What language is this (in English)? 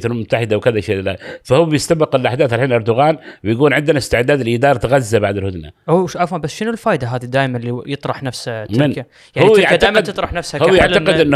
Gulf Arabic